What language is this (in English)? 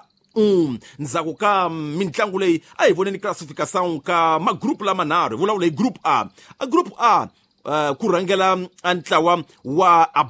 Tsonga